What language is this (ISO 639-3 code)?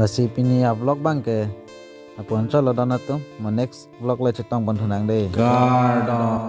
mjw